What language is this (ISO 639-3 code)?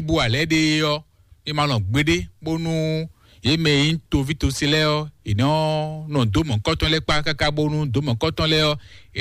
fon